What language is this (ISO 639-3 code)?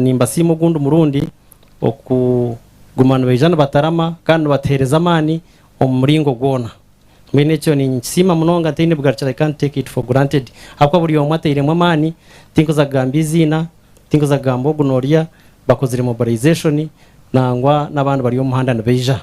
nyn